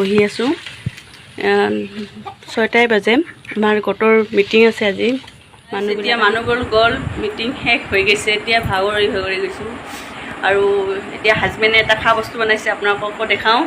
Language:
Assamese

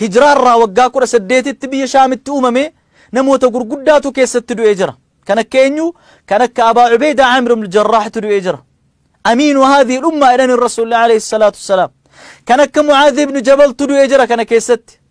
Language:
Oromo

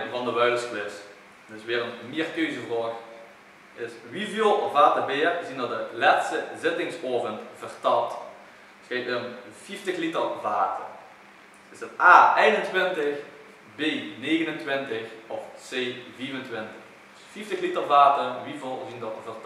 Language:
Limburgish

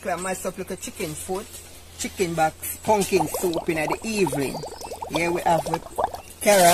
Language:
Jamaican Creole English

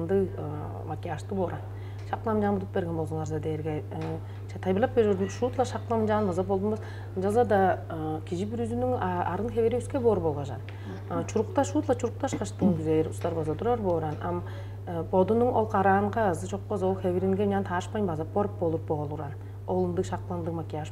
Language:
Tuvinian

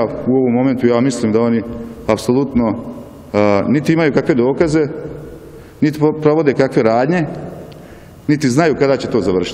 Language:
Bosnian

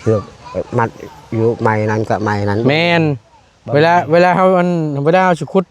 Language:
Northeastern Thai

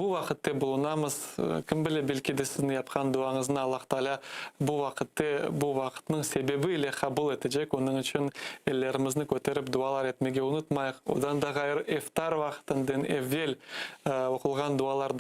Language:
Crimean Tatar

